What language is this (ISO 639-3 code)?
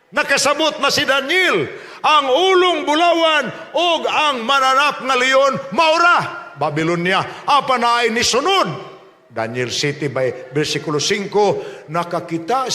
ceb